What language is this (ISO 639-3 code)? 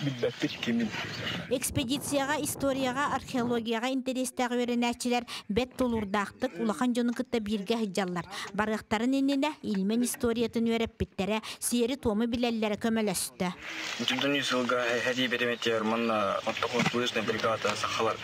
sah